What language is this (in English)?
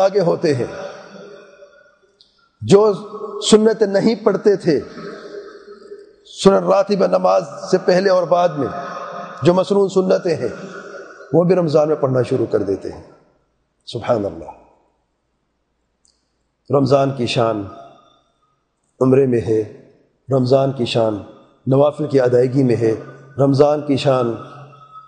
Urdu